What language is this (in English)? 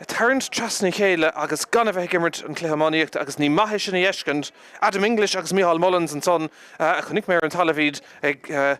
Irish